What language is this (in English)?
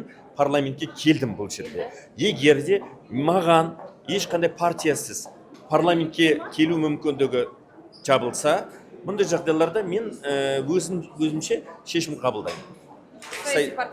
Kazakh